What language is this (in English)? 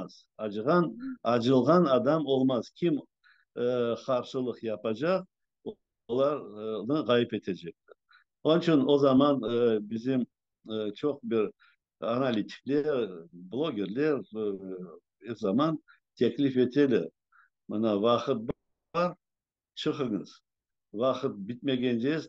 Crimean Tatar